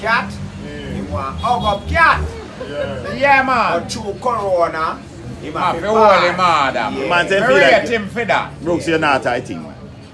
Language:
Jamaican Creole English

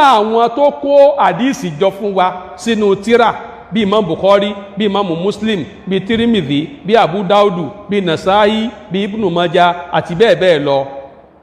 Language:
Yoruba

